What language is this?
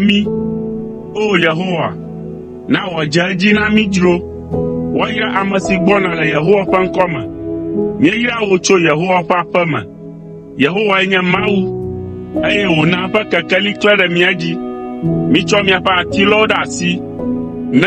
Ewe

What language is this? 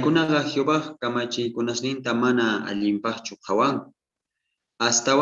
South Bolivian Quechua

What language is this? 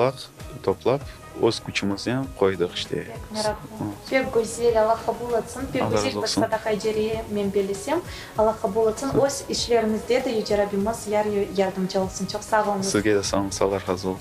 Crimean Tatar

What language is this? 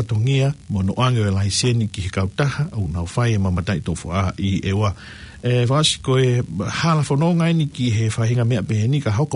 Tongan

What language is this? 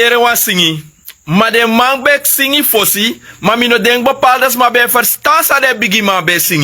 Sranan Tongo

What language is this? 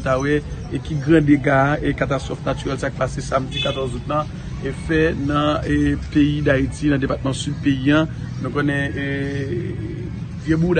Haitian Creole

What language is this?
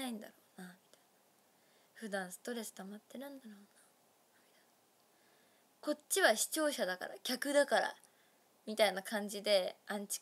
Japanese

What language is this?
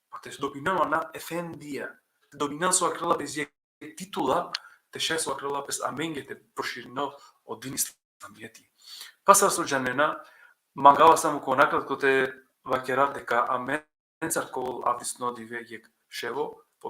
Balkan Romani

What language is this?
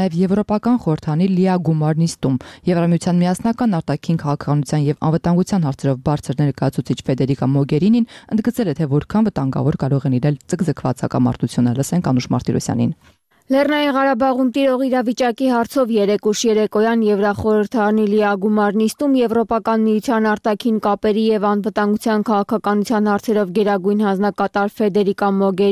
Armenian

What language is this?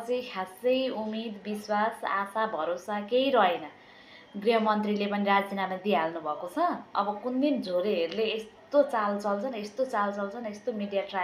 Nepali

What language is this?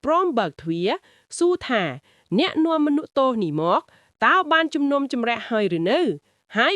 Khmer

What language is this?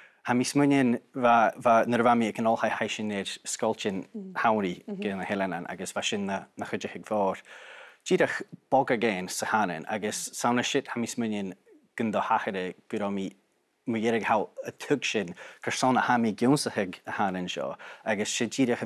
Scottish Gaelic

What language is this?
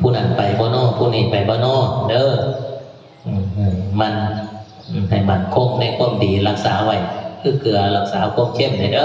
Northeastern Thai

